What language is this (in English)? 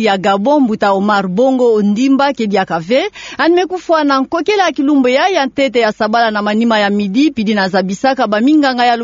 Kituba (Democratic Republic of Congo)